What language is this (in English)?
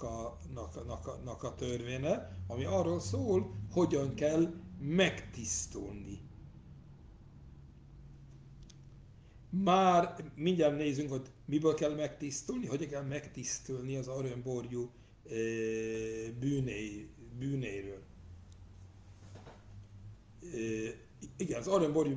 Hungarian